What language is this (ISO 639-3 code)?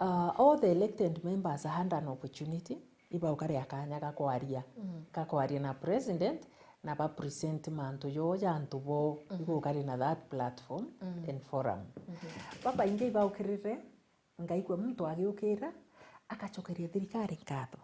mer